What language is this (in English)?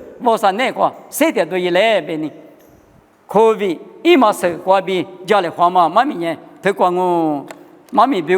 Lisu